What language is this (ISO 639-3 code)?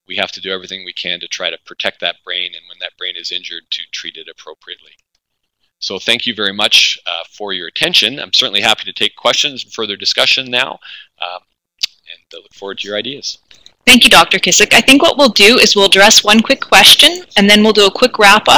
eng